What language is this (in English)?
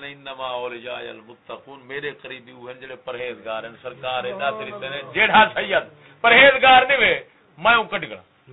Saraiki